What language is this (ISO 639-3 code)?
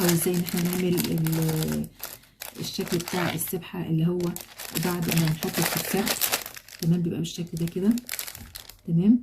arz